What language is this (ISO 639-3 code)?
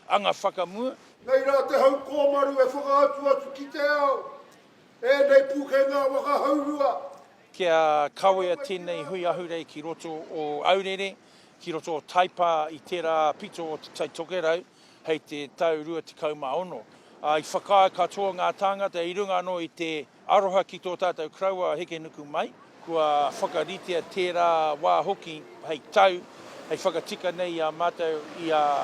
mri